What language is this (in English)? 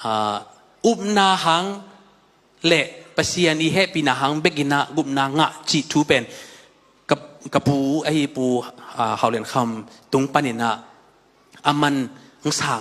Tedim Chin